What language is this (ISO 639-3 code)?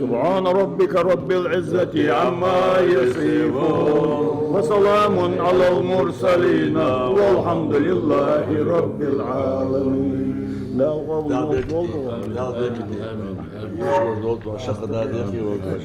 inh